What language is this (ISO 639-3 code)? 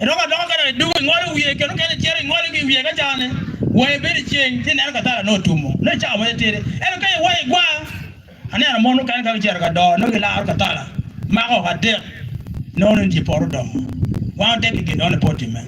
ach